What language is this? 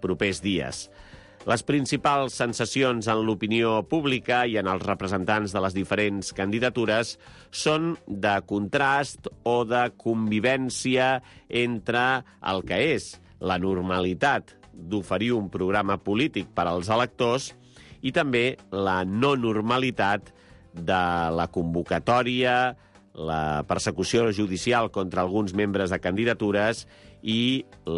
Catalan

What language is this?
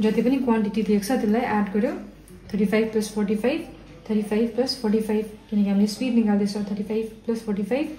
Nepali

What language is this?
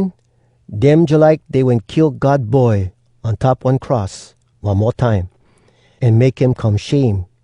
Hawai'i Creole English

